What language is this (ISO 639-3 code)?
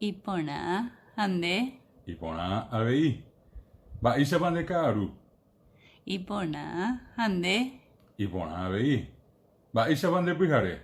grn